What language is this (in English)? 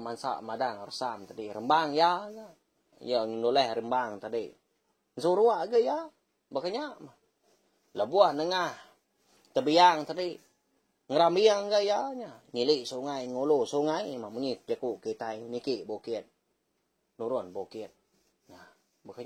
Iban